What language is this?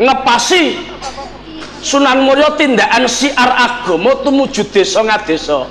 Javanese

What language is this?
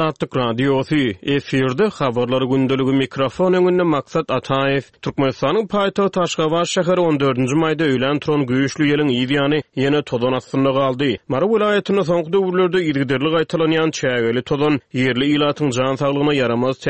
Turkmen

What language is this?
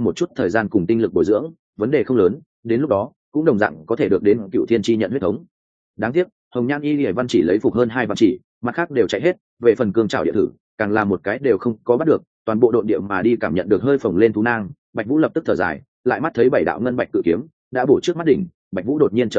Vietnamese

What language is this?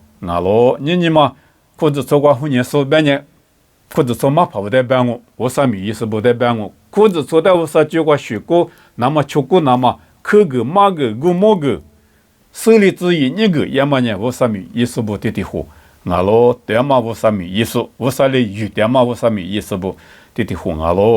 Lisu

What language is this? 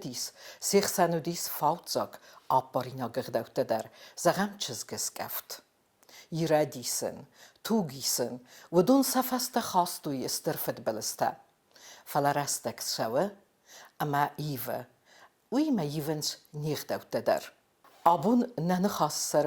Ossetic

